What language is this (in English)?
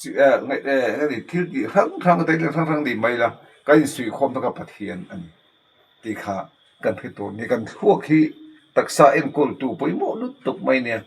Mizo